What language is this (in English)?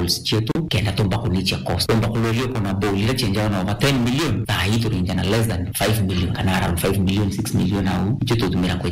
Meru